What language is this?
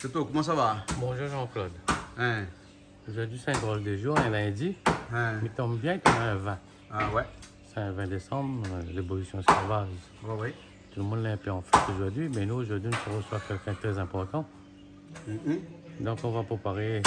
Réunion Creole French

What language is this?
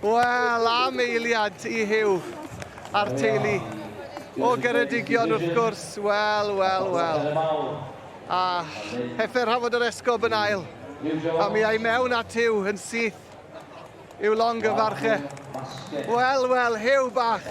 Welsh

